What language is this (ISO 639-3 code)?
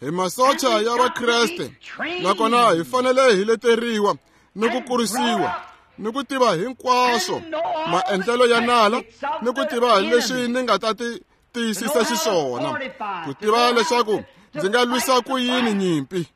tso